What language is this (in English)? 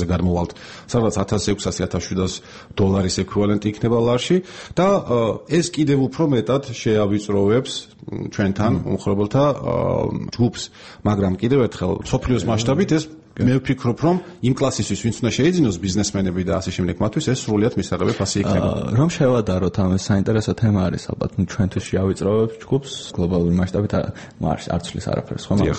Georgian